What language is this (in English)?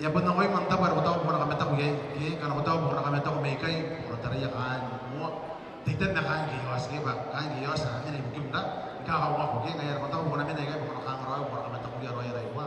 Gilbertese